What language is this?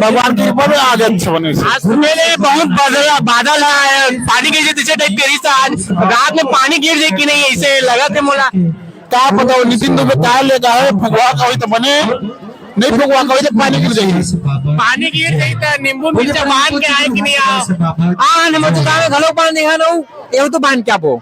Chhattisgarhi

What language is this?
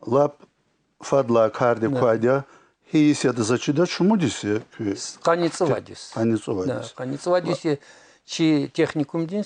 Lezghian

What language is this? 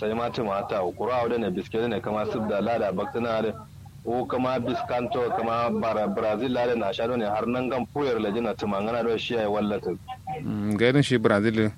Kanuri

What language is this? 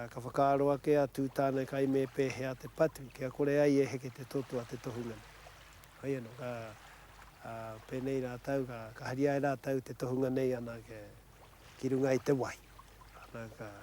Māori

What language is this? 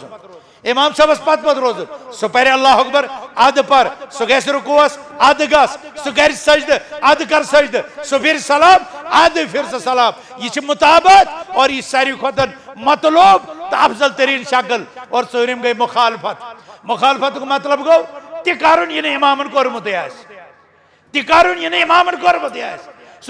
Kashmiri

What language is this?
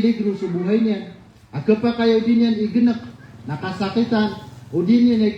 Maranao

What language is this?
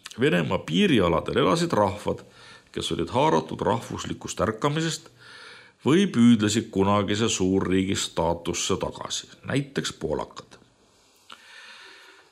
Estonian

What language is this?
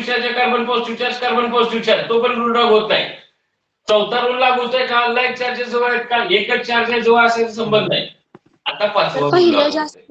Marathi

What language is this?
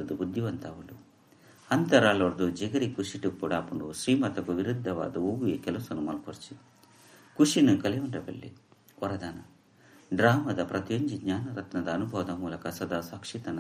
Tulu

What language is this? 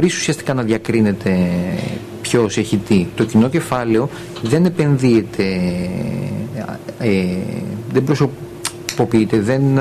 Greek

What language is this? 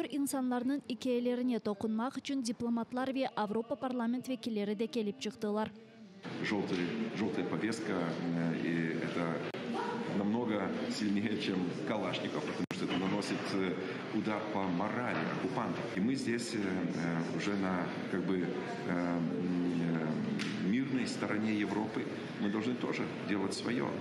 Crimean Tatar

